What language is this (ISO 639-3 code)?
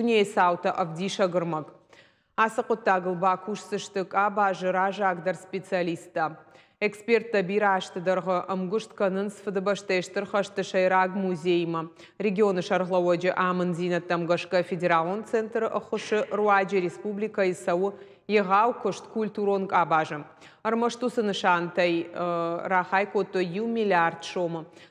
oss